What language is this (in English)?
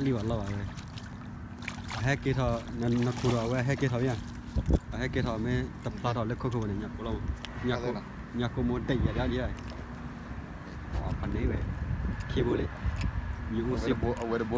S'gaw Karen